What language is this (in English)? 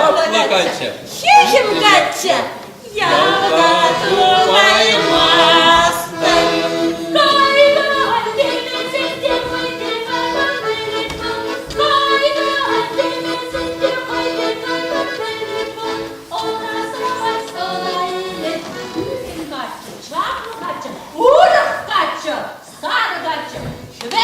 Chuvash